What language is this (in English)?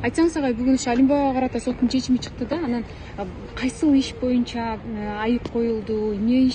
Kyrgyz